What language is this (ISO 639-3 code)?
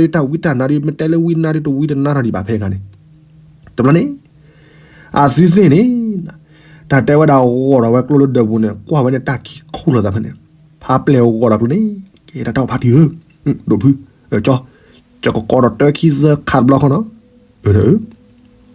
ksw